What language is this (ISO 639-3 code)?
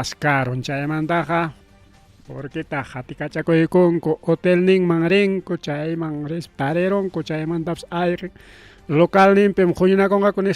quy